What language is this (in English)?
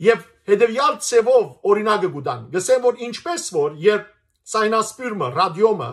Western Armenian